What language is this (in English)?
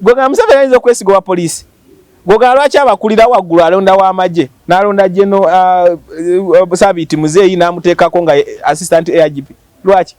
Ganda